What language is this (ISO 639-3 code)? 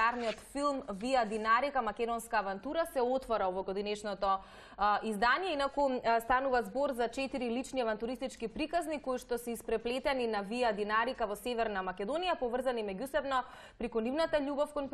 mkd